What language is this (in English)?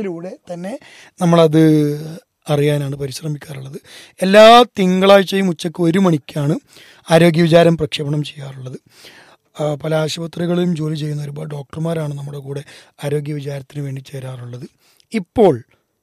Malayalam